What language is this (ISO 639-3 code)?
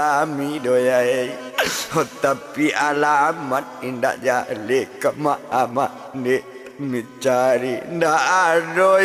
min